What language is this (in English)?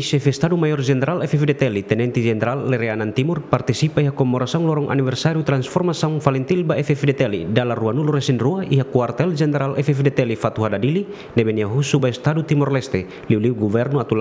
Tetum